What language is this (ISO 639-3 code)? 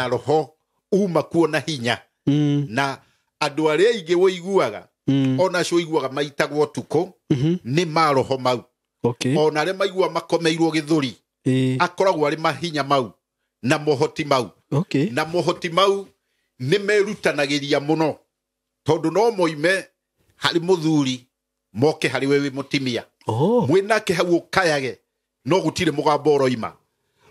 kik